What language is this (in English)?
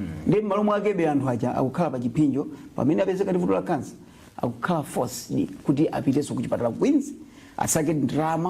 Nyanja